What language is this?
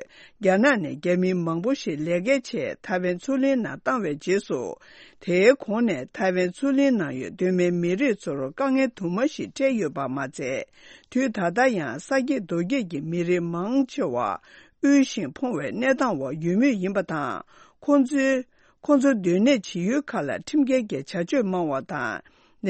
Tibetan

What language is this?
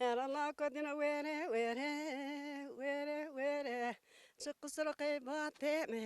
Zaza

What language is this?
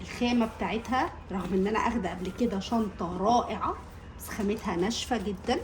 Egyptian Arabic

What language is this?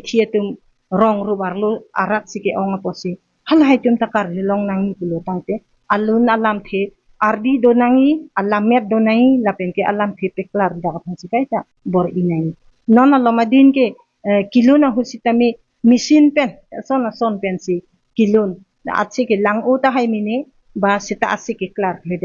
Karbi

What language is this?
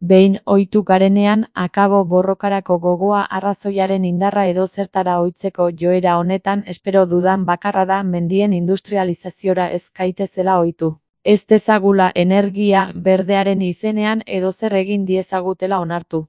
Basque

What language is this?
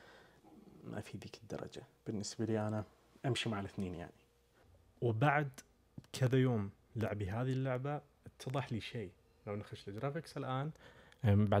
Najdi Arabic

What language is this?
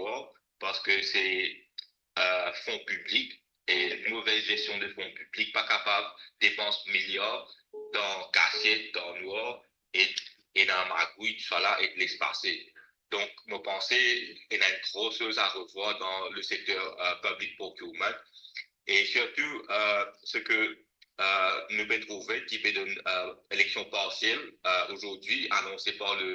Morisyen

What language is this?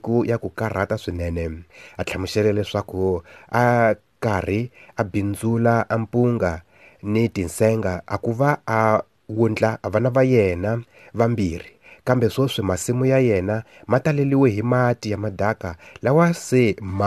Tsonga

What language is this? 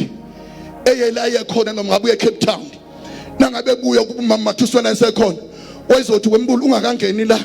Zulu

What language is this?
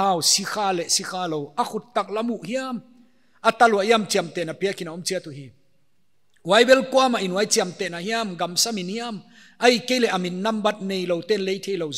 Paite Chin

